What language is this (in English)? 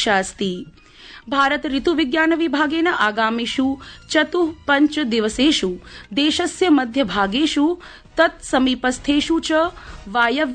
Sanskrit